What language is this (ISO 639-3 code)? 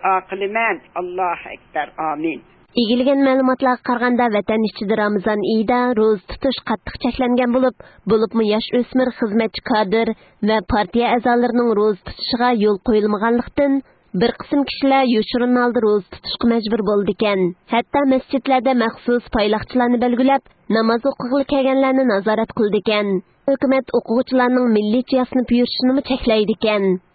uig